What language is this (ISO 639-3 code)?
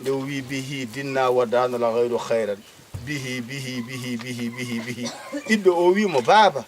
ful